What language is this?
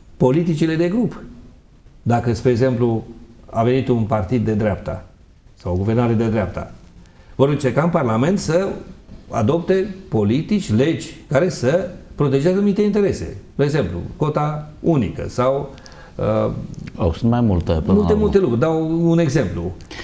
Romanian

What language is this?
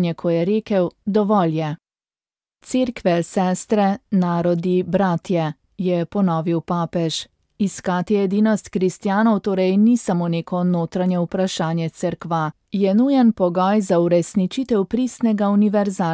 Slovenian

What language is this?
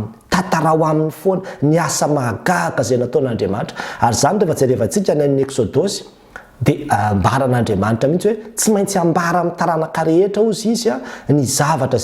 Malagasy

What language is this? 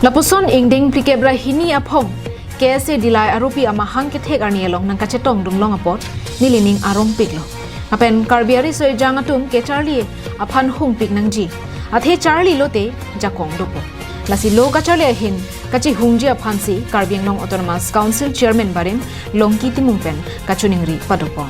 Karbi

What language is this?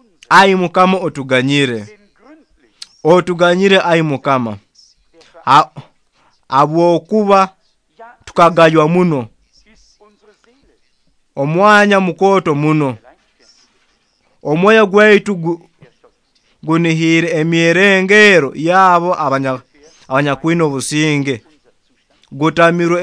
Nyoro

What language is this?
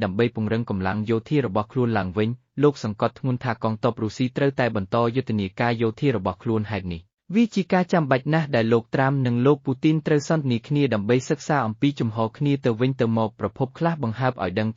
Khmer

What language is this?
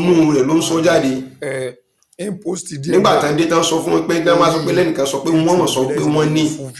Yoruba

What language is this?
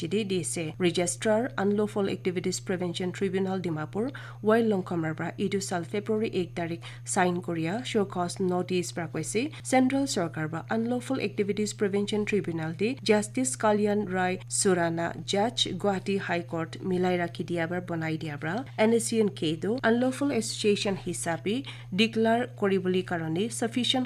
Naga Pidgin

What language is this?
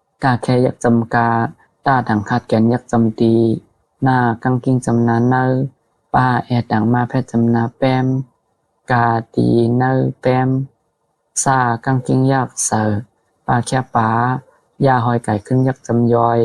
Shan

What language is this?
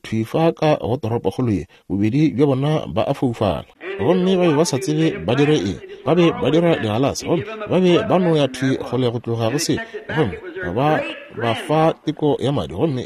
Northern Sotho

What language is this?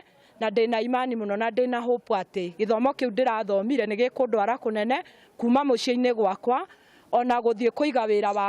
Kikuyu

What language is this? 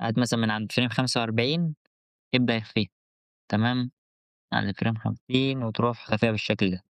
Egyptian Arabic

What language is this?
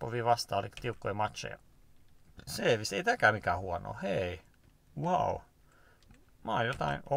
Finnish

